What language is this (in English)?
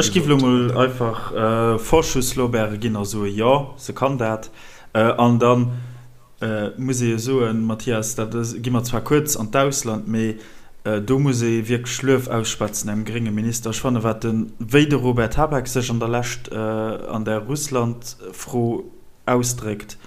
Luxembourgish